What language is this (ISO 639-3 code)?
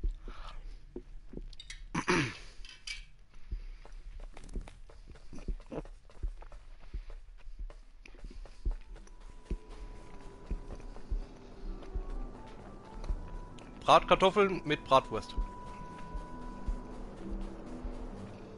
deu